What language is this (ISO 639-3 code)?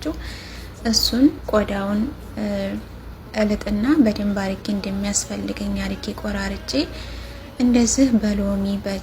amh